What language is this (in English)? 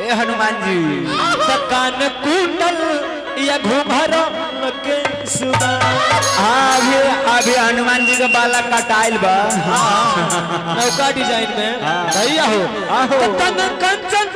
Magahi